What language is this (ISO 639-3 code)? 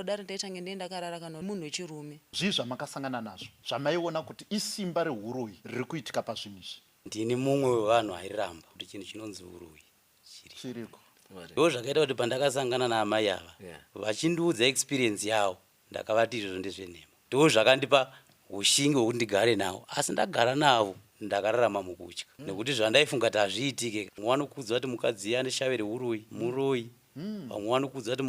sna